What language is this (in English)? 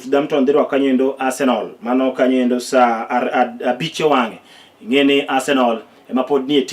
Luo (Kenya and Tanzania)